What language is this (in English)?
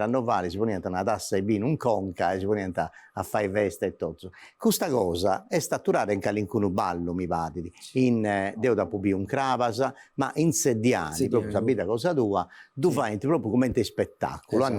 Sardinian